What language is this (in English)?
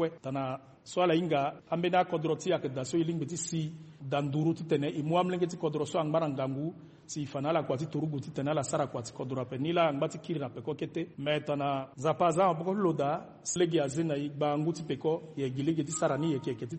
Sango